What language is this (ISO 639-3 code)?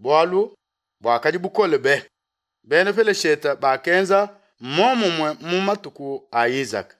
lua